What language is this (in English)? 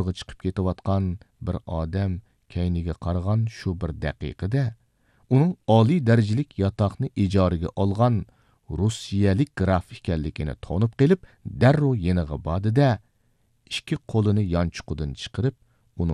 Uyghur